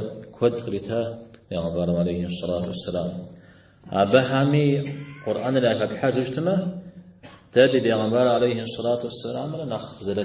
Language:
Kabardian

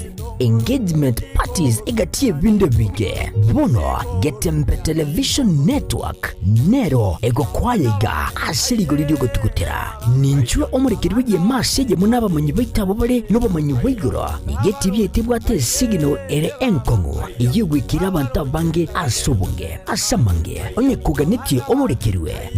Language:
Gusii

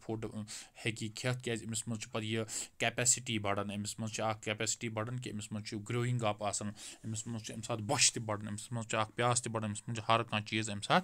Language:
Kashmiri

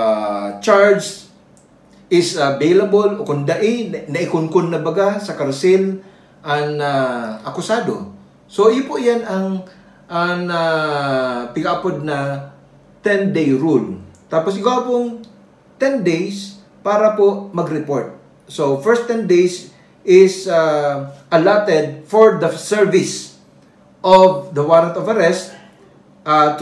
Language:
Bikol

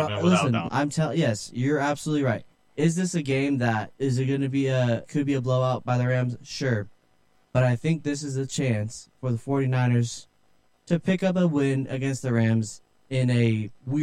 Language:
English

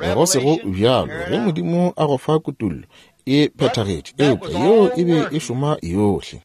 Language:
Northern Sotho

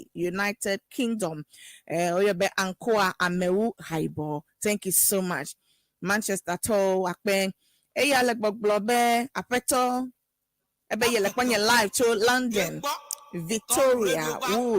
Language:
Ewe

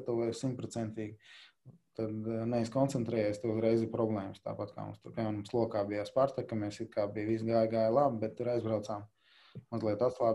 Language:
Latvian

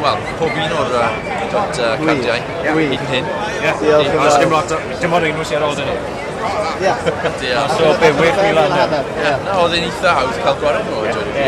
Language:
Welsh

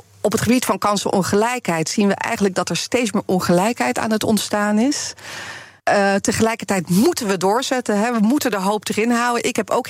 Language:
Dutch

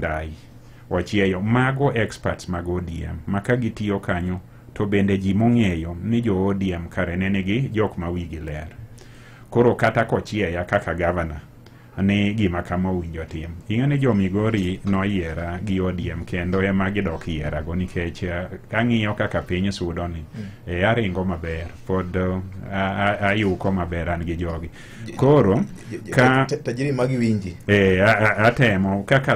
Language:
Luo (Kenya and Tanzania)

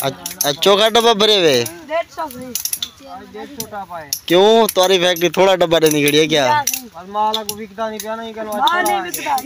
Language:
Saraiki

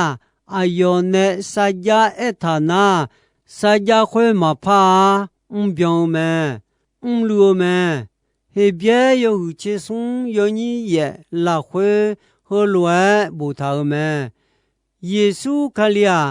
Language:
Akha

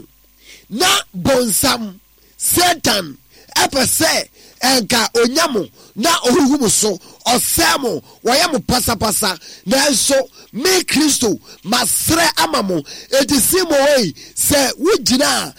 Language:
Akan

